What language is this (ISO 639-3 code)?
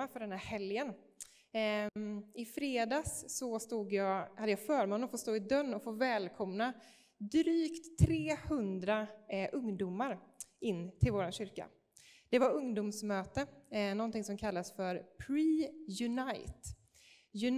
swe